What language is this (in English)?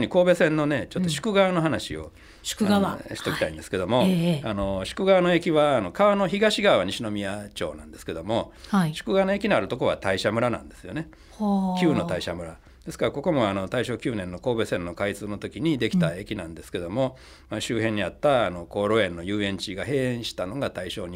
Japanese